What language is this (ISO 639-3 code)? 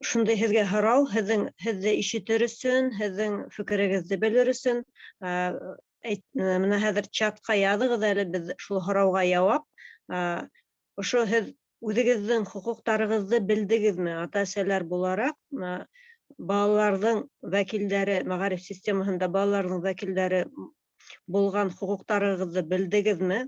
bak